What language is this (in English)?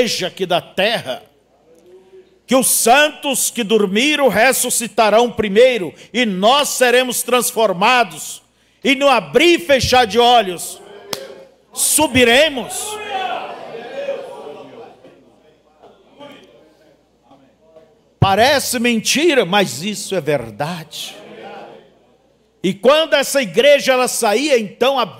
Portuguese